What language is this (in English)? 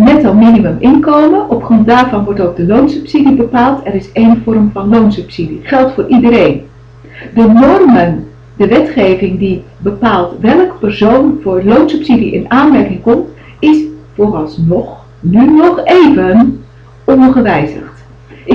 Dutch